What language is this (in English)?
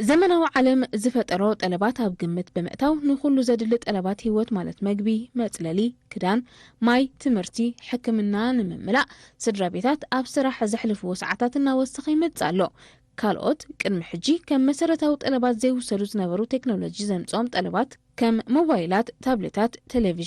Tigrinya